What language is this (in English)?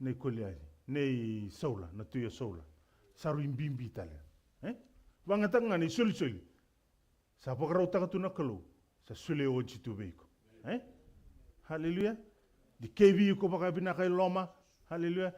Fijian